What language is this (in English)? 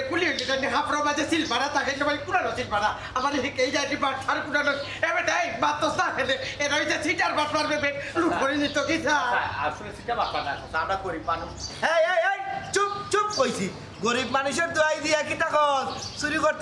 Sylheti